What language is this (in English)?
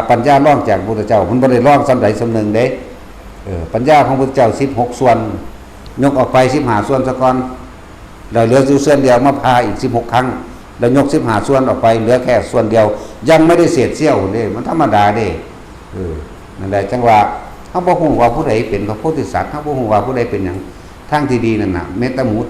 Northeastern Thai